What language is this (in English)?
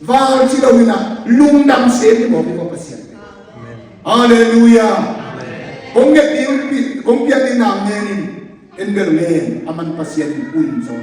Tedim Chin